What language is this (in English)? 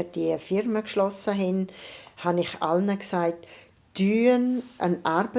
Swiss German